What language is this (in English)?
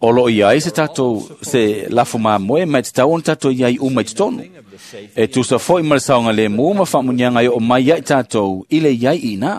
Samoan